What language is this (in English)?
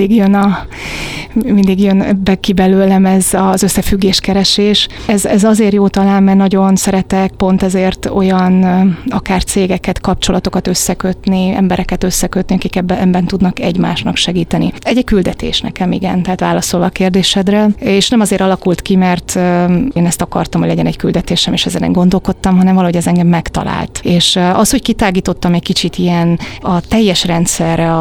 Hungarian